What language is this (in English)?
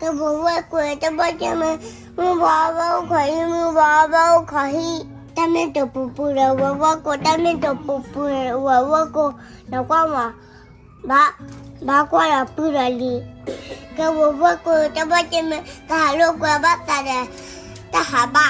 S'gaw Karen